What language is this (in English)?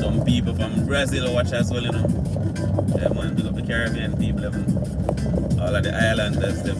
Jamaican Creole English